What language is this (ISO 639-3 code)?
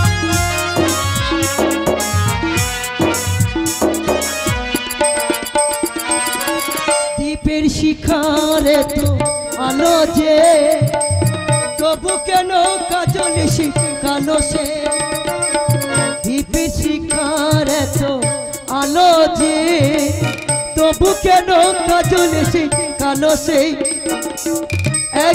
ben